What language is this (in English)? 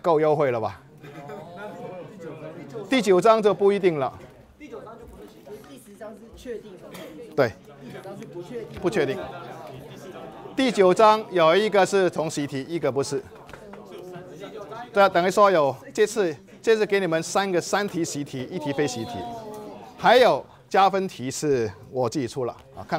Chinese